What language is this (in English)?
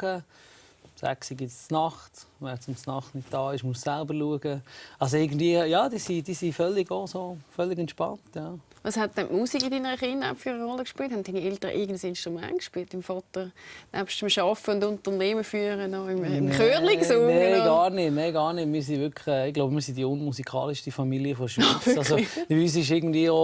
Swiss German